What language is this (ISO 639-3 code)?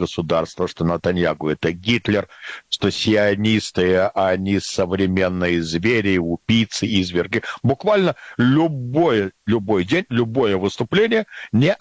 rus